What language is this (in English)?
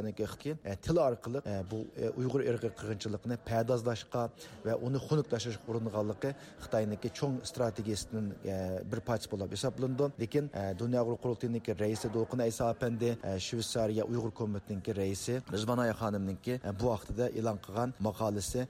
Uyghur